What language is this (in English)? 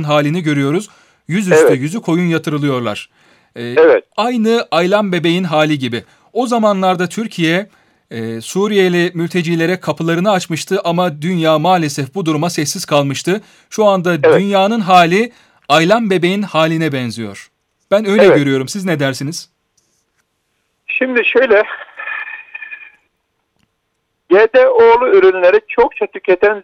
Turkish